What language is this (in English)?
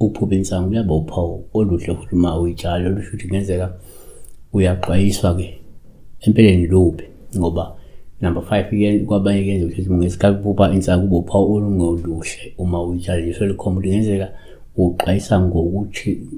Zulu